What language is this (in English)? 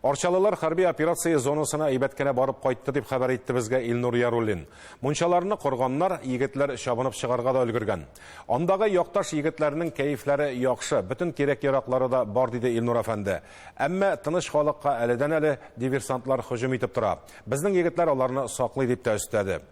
Tatar